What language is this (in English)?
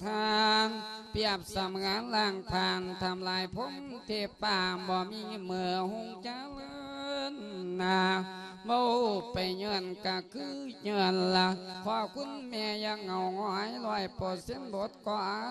Lao